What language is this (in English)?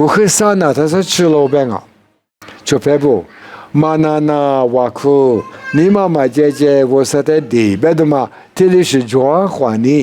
Lisu